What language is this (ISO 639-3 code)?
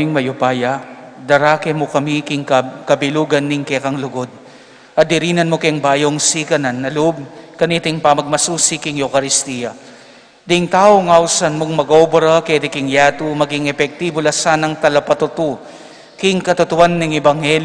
pam